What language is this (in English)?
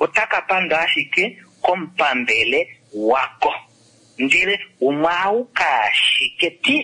Kuanyama